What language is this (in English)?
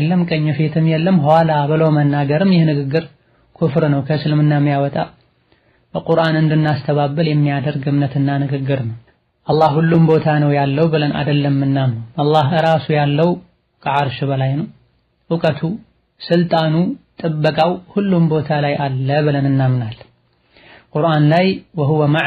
Amharic